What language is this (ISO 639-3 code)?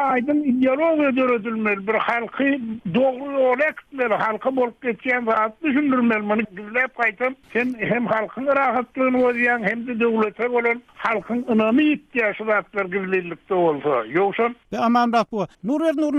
tuk